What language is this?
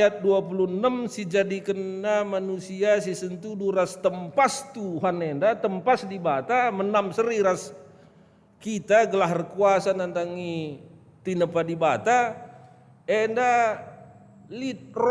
Batak Karo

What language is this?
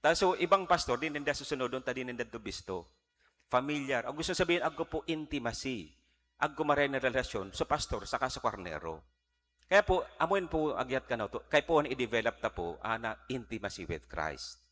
Bikol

